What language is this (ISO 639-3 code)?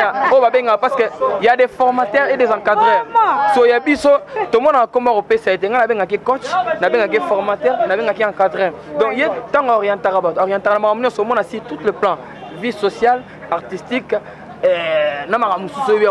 lin